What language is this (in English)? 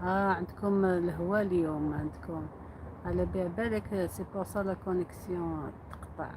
Algerian Arabic